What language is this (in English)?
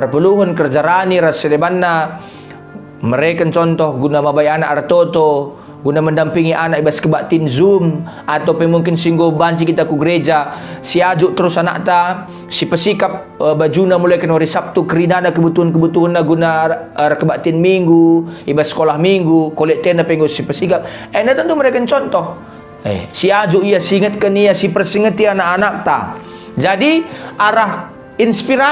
Batak Karo